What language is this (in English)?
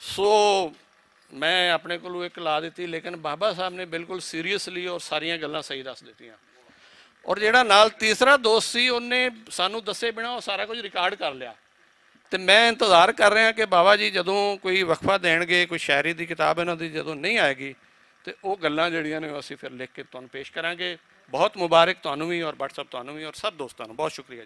Western Panjabi